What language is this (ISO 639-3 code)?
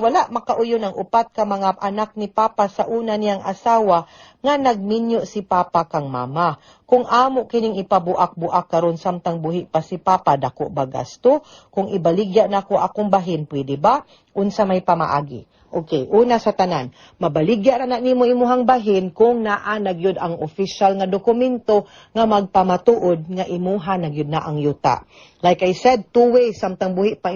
ceb